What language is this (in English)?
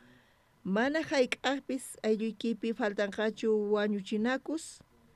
South Bolivian Quechua